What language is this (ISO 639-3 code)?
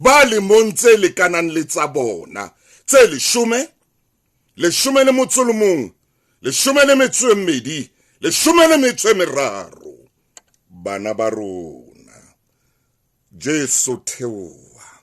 sot